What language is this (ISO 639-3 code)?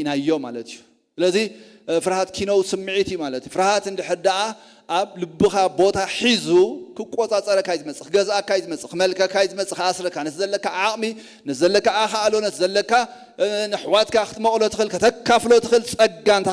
tir